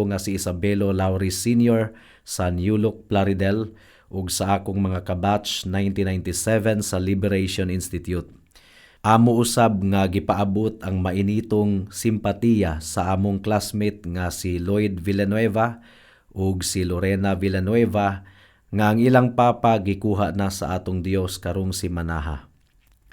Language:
Cebuano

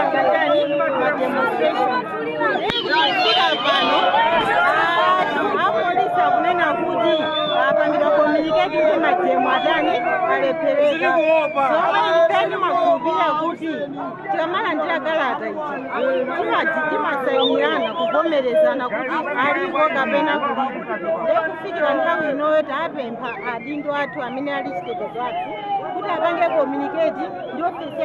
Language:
Nyanja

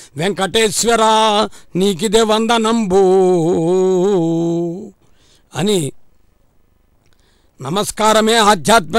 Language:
Telugu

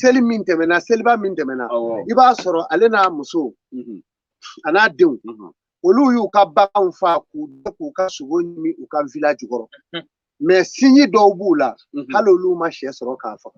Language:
Bambara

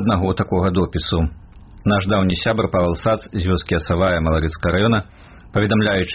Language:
Belarusian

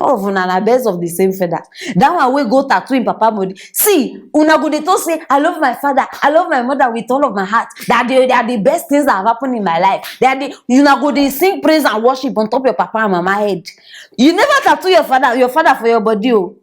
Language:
Nigerian Pidgin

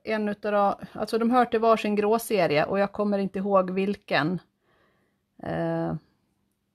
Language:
Swedish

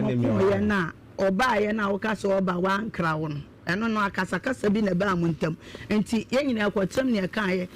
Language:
Akan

